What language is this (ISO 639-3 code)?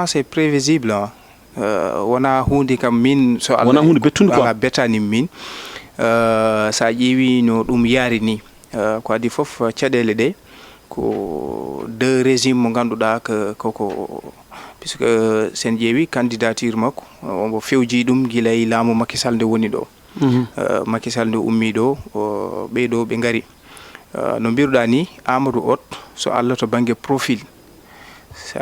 ful